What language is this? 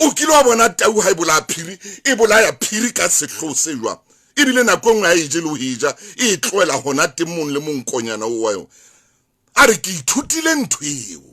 Southern Sotho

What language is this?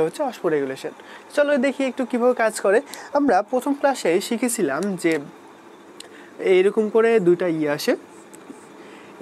Bangla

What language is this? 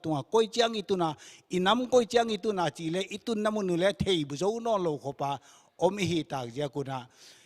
Paite Chin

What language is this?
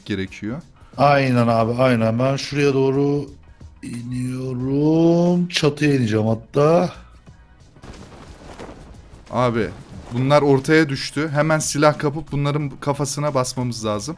Turkish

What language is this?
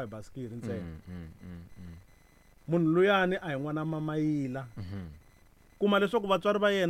Tsonga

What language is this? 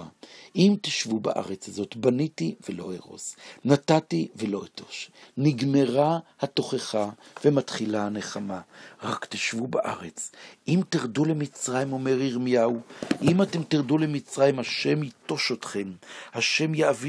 Hebrew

